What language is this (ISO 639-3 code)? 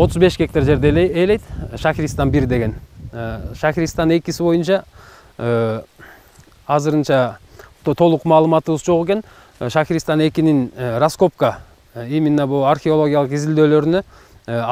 kir